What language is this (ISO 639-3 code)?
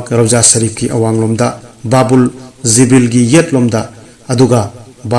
mni